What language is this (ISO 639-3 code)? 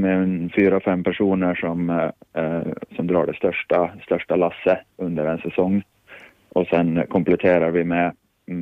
swe